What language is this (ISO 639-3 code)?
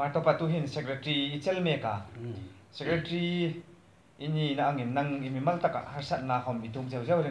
hmr